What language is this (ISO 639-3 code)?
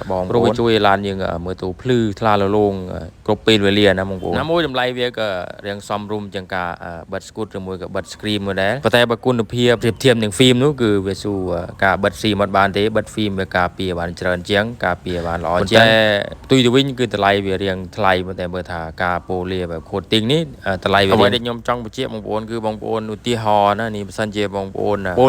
khm